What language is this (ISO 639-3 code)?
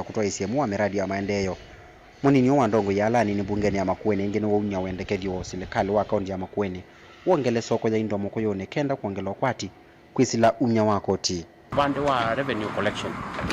kam